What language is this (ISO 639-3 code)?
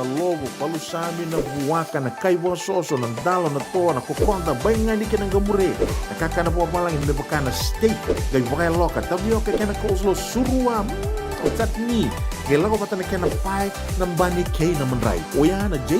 fij